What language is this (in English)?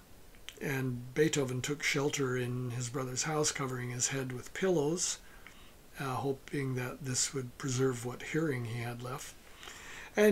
English